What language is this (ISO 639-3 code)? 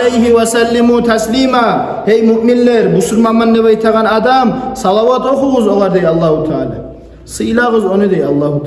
kum